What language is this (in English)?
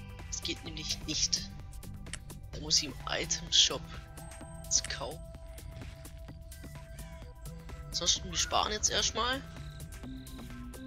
German